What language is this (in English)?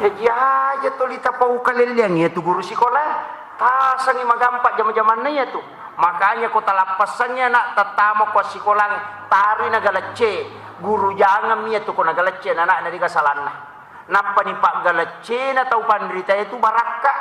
Buginese